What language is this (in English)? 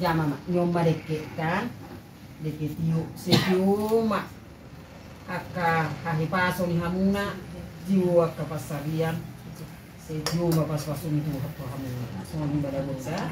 Batak Toba